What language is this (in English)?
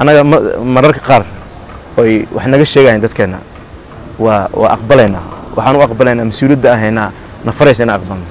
Somali